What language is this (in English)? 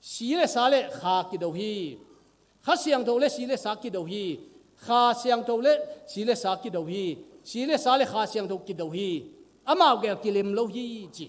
Tedim Chin